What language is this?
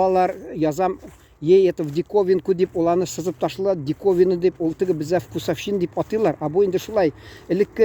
Tatar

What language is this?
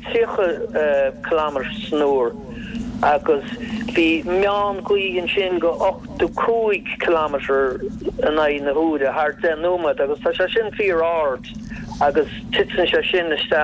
Irish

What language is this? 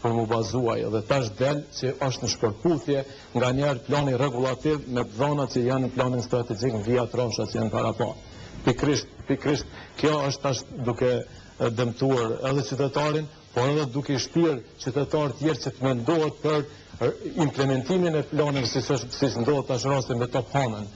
Albanian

